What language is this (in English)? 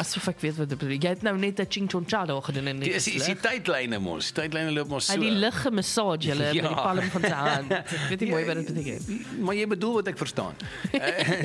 Afrikaans